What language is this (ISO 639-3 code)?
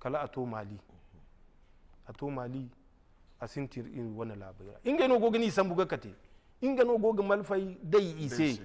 dje